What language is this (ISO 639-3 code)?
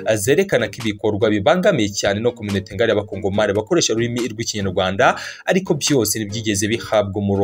kin